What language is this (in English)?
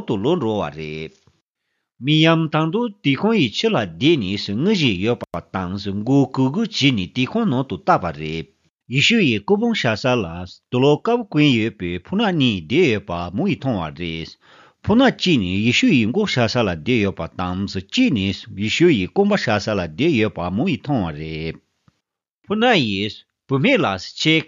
Tibetan